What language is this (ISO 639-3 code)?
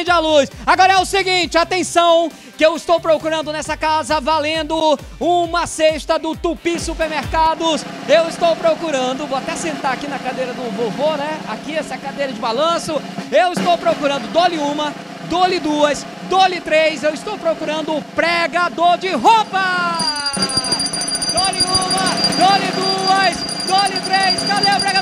por